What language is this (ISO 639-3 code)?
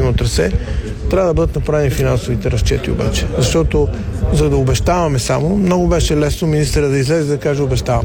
bul